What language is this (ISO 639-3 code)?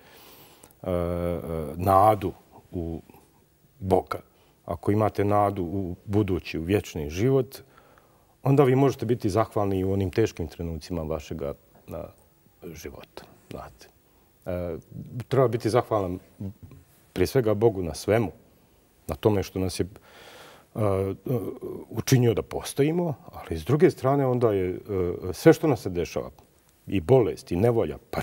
bos